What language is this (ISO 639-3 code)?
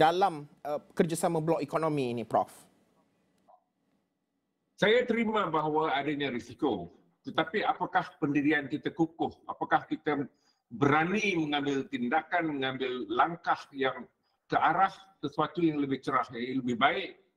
msa